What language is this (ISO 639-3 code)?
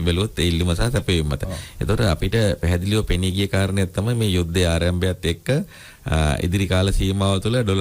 sin